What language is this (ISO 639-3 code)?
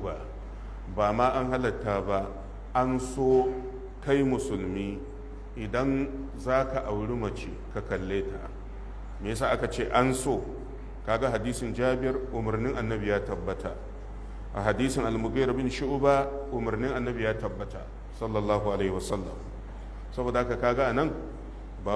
hau